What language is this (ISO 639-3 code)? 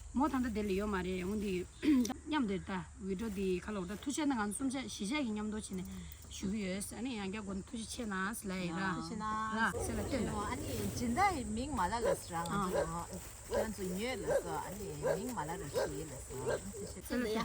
bod